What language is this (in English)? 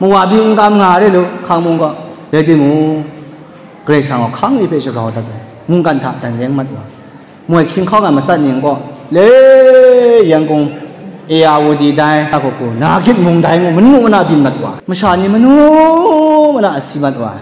Kachin